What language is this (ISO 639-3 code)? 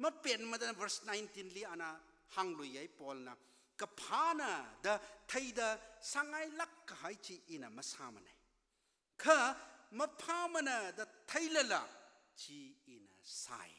nmf